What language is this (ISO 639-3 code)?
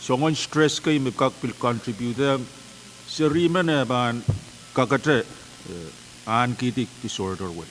pon